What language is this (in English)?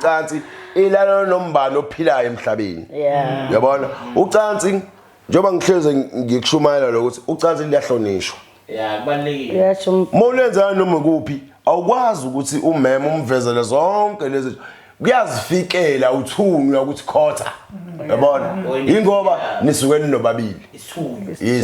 Zulu